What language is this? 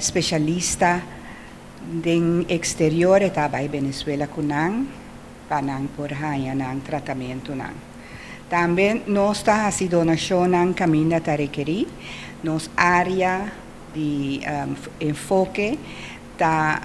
Papiamento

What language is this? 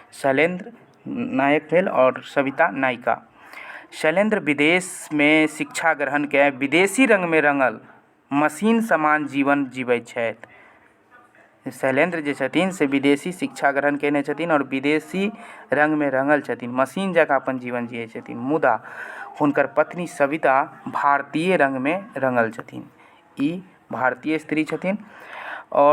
Maithili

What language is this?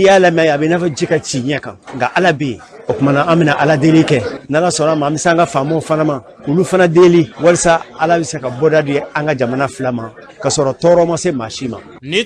Bambara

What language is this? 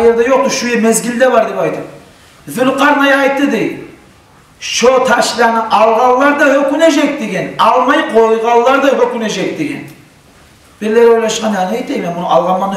Kumyk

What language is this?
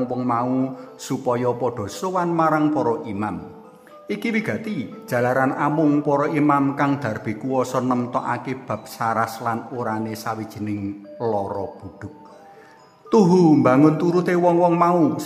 Javanese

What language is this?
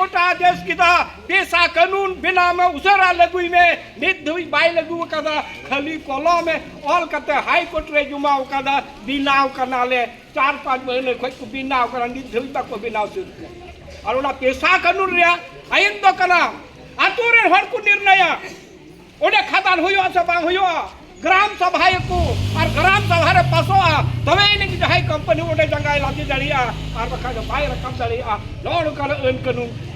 Santali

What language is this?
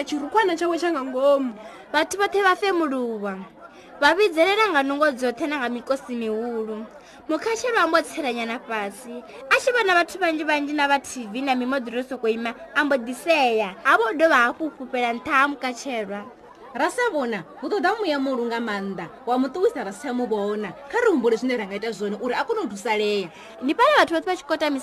Venda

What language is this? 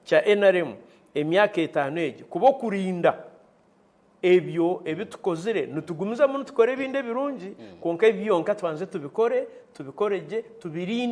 Nyankole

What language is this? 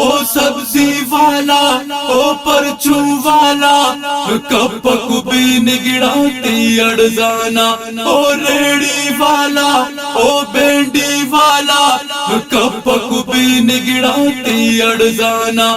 Brahui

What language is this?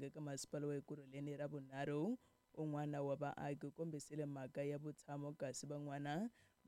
Tsonga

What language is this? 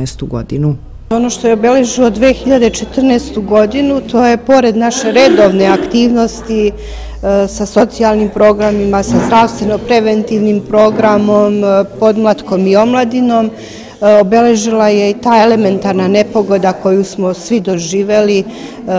Serbian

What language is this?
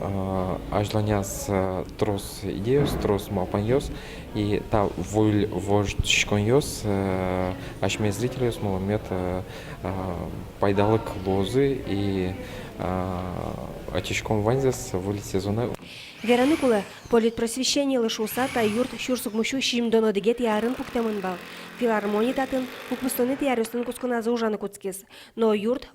Udmurt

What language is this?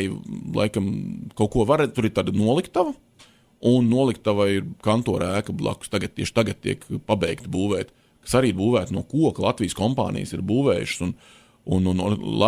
Latvian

